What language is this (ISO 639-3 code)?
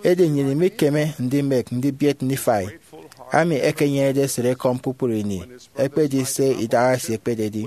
efi